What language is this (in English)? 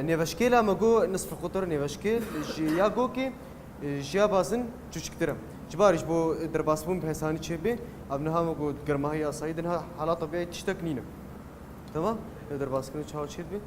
Kurdish